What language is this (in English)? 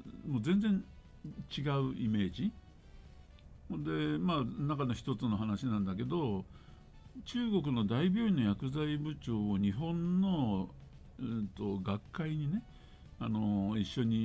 Japanese